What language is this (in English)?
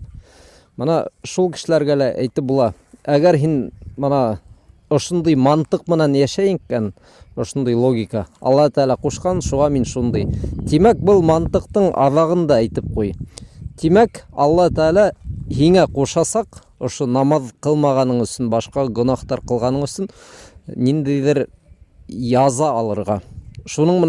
Bashkir